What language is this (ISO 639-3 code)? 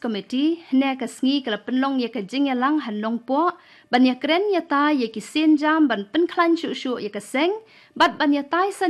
kha